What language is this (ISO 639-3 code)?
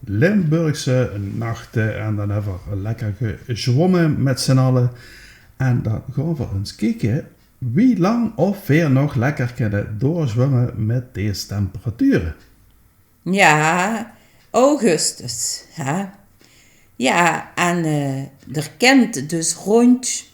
lim